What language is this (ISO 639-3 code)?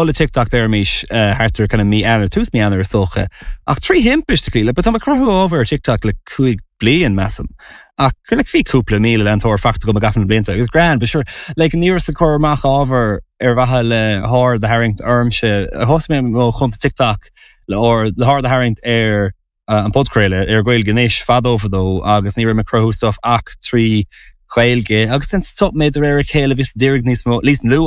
gle